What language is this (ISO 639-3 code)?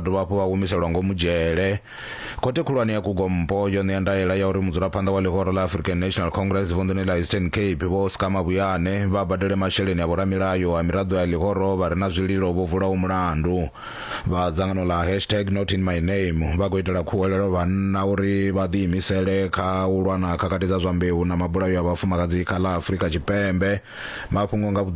ven